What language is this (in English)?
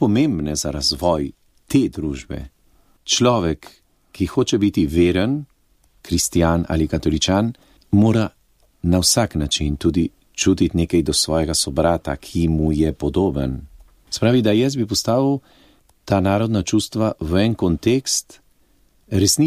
Slovenian